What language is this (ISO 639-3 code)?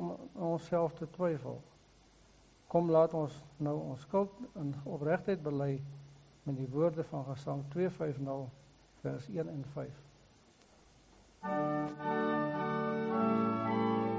afr